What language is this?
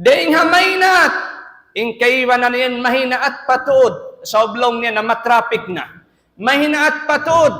Tausug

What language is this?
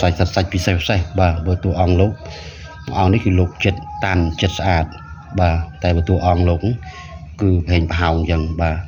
Khmer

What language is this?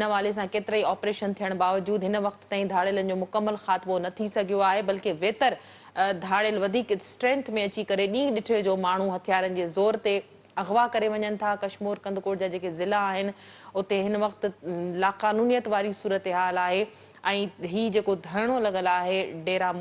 Sindhi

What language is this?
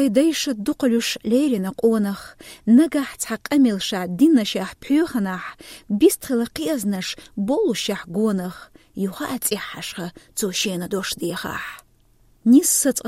Chechen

